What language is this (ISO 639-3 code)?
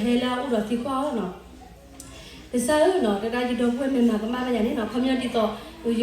ksw